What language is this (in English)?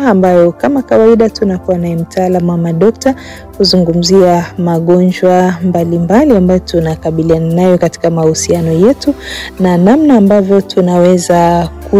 Swahili